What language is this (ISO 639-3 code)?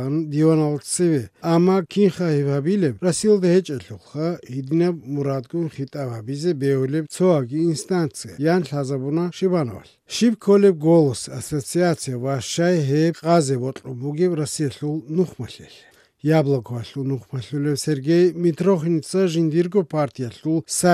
ava